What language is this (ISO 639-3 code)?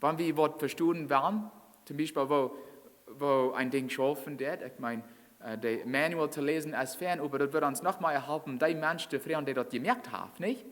pdt